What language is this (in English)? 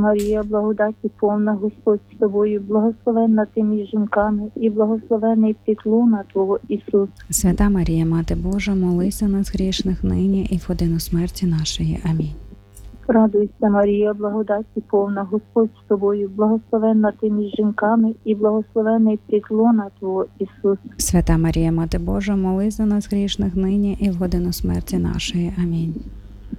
Ukrainian